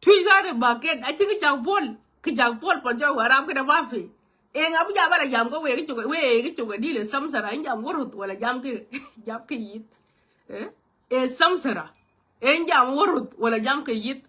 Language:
Nuer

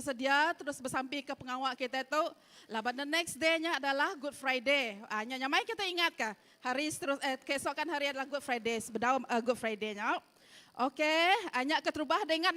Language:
Iban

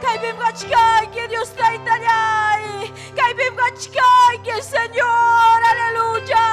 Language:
Ayacucho Quechua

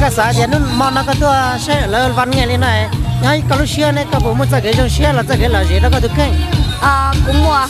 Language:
Hmong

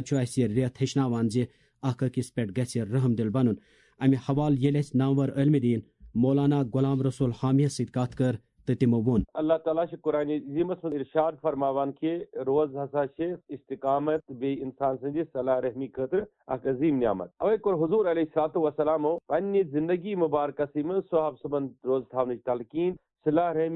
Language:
Kashmiri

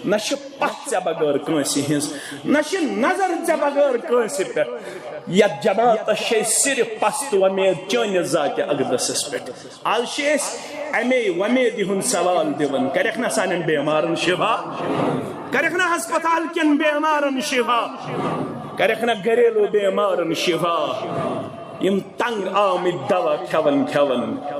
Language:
Kashmiri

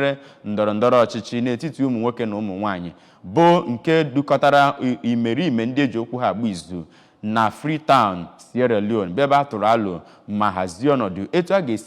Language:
Igbo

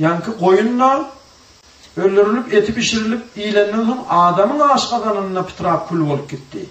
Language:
Turkmen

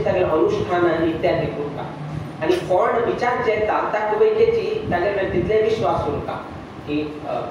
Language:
Konkani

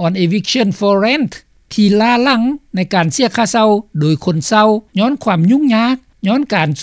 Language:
Lao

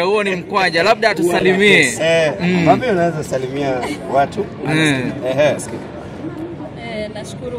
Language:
Swahili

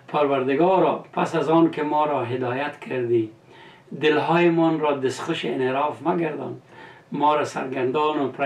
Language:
Persian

